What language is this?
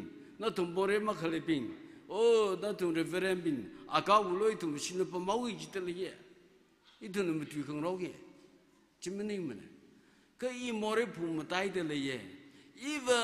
Tangkhul Naga (India)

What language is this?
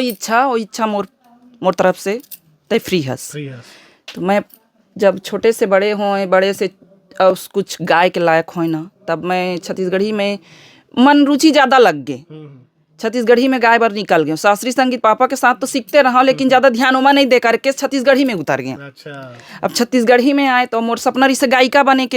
Chhattisgarhi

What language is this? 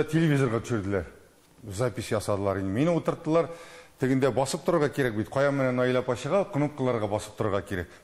Tatar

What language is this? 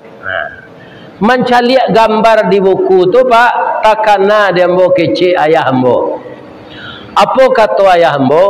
Minangkabau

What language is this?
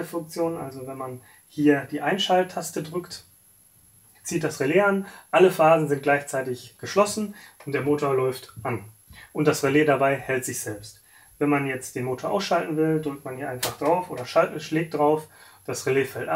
German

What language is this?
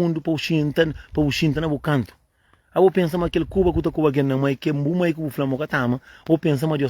Kabuverdianu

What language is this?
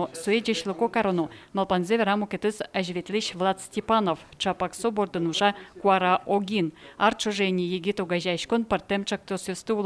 Udmurt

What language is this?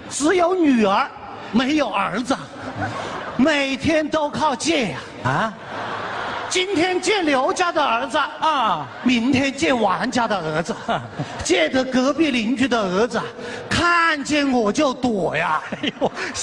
Chinese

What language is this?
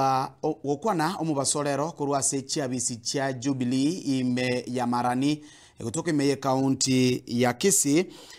Gusii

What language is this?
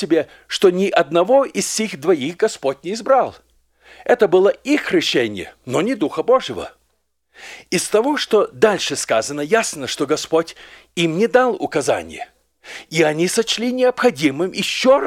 Russian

